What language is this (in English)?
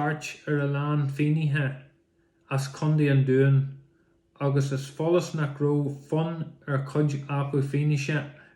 Irish